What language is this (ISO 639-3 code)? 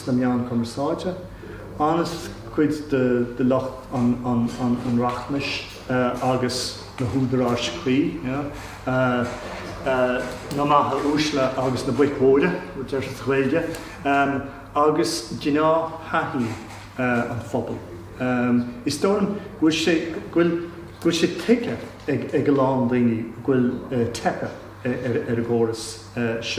gle